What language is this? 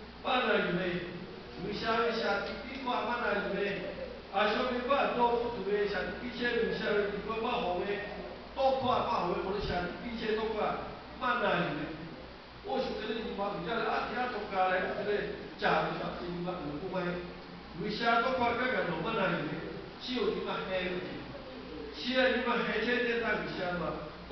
Lahu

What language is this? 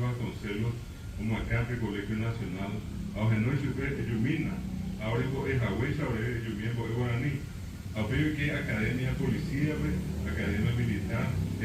Guarani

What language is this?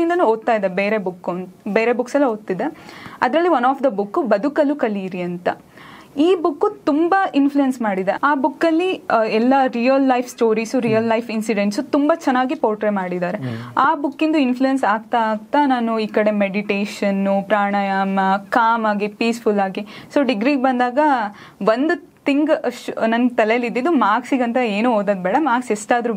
Kannada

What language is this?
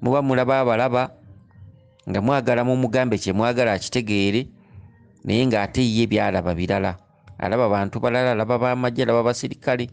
Ganda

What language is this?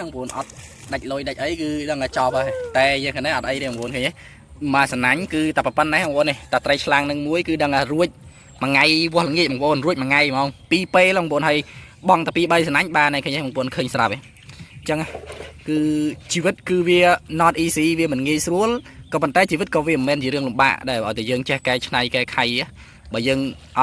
Khmer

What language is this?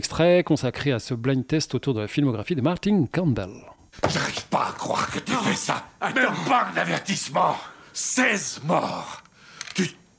French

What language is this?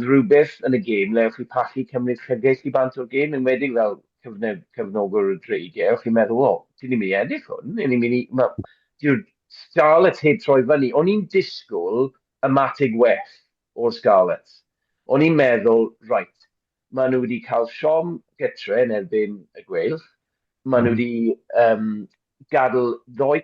Welsh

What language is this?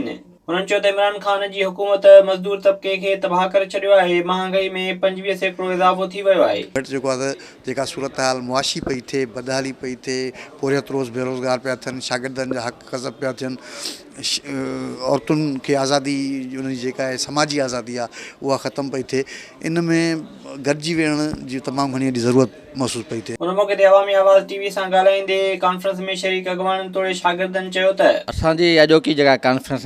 Sindhi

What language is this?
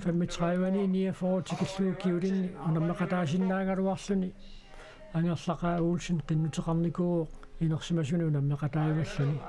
Kalaallisut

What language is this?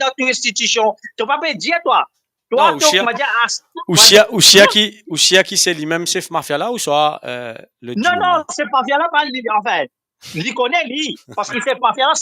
Morisyen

